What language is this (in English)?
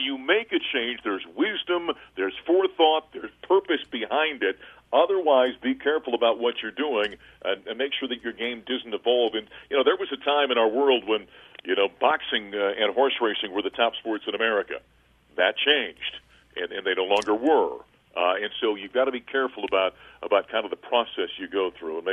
English